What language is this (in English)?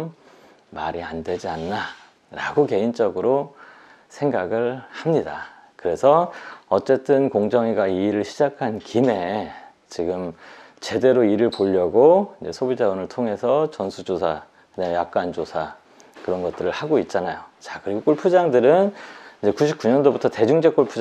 Korean